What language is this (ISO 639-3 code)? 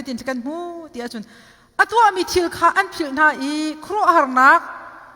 cnh